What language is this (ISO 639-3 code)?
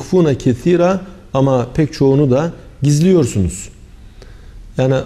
tur